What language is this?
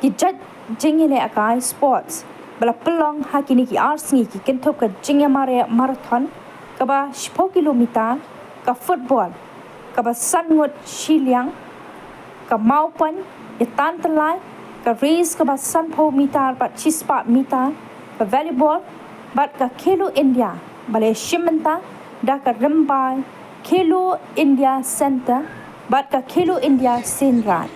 Khasi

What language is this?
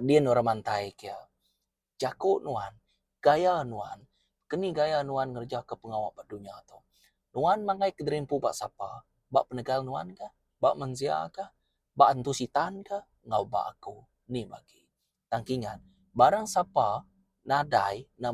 Iban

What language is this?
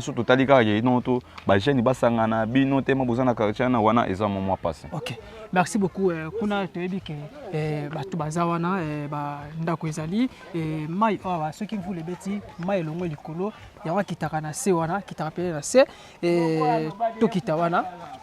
Lingala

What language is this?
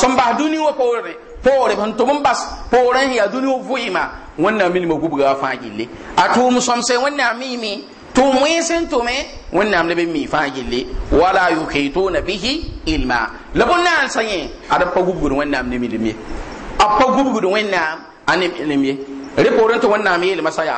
Mossi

